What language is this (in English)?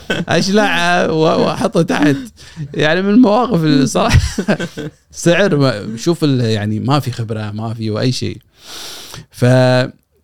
Gulf Arabic